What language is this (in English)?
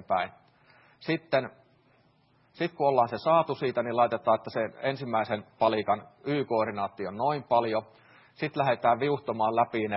Finnish